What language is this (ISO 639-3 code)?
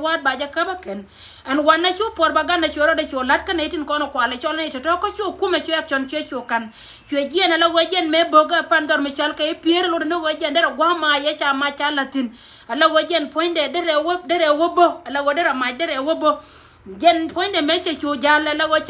nus